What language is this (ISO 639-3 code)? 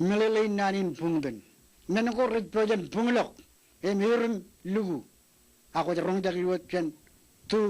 mah